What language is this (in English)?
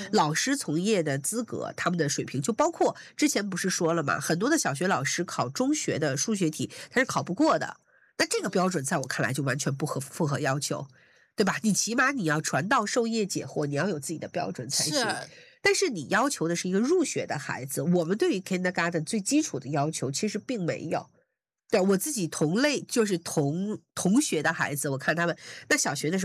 Chinese